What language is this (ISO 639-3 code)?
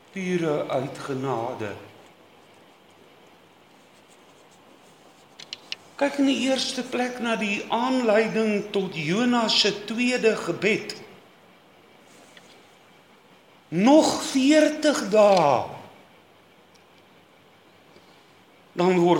afr